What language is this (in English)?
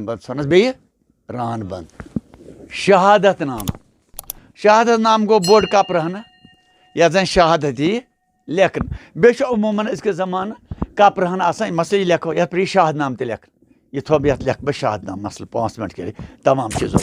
Kashmiri